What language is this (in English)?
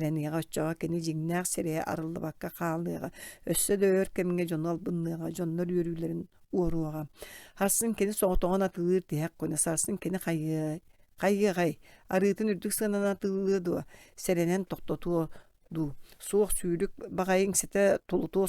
Yakut